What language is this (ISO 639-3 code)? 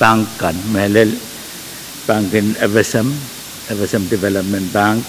pon